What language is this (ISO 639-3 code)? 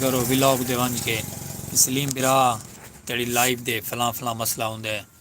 skr